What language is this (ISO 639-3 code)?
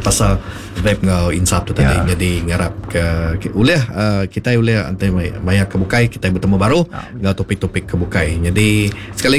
iba